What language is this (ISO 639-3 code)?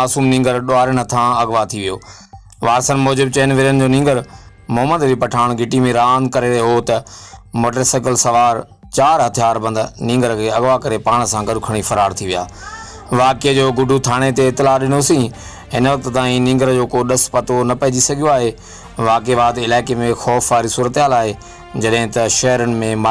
snd